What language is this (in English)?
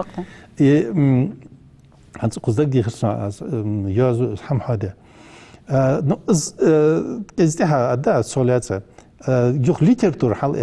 Ingush